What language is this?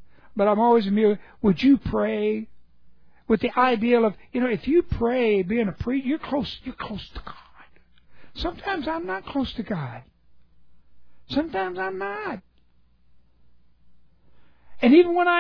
English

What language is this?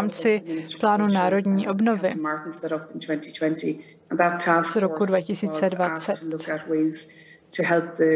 Czech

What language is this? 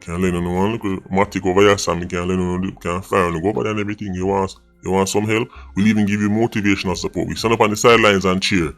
Jamaican Creole English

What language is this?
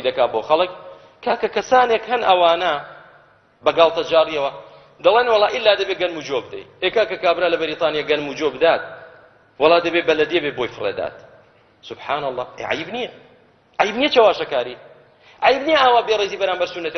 Central Kurdish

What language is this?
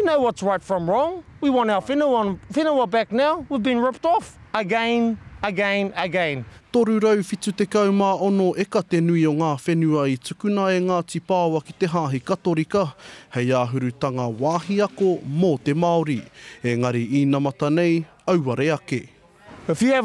Māori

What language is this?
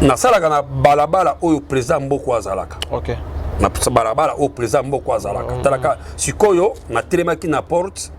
Lingala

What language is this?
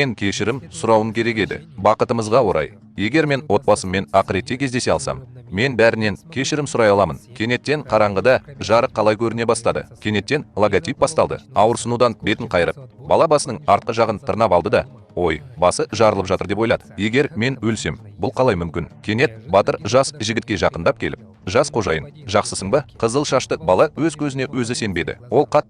Kazakh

